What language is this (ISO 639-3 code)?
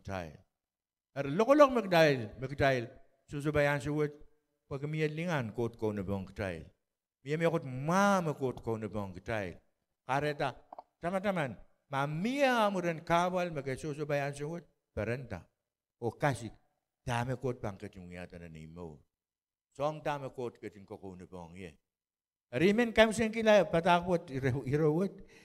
pon